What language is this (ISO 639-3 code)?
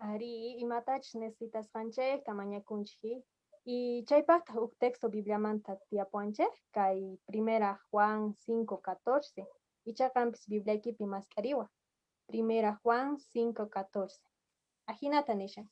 que